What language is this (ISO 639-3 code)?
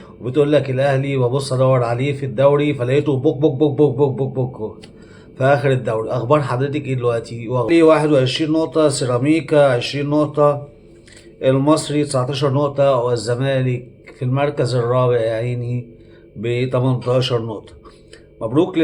arz